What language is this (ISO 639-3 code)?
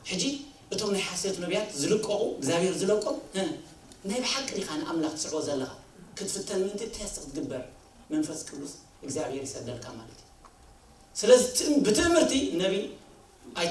tir